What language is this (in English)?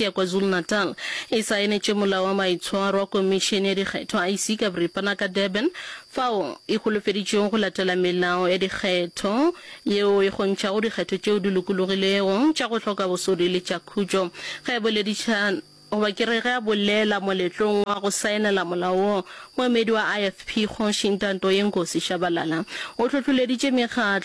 Northern Sotho